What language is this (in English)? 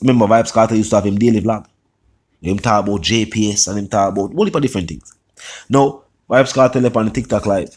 Jamaican Creole English